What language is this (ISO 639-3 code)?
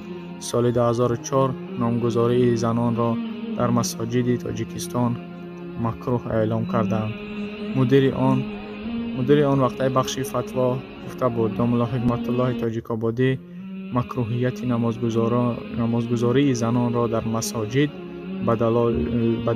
fas